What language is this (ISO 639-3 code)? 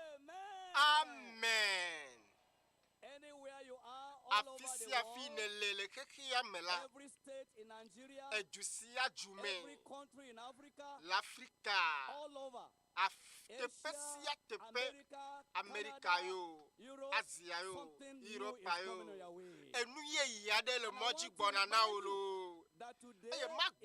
ewe